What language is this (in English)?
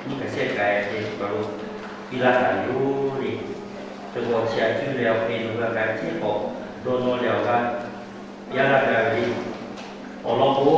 Lahu